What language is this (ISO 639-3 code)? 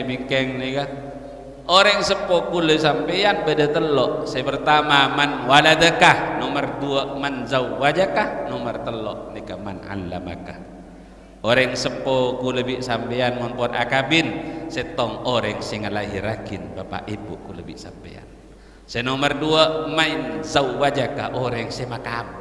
mad